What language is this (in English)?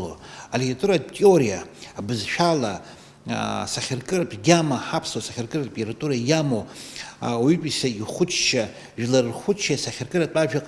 Abkhazian